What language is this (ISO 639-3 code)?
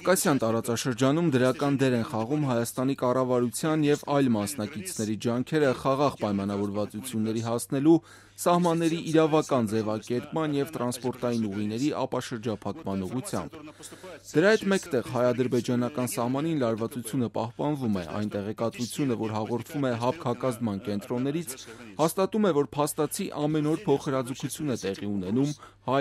hye